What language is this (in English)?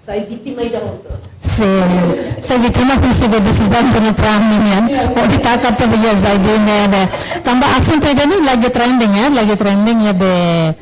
Tetum